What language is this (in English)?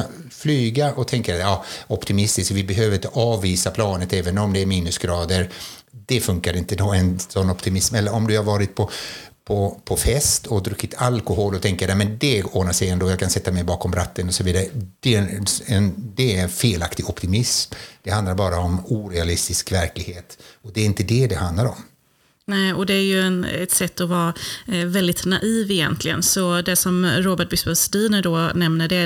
Swedish